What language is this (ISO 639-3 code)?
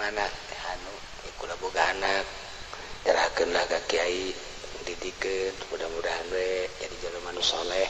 sun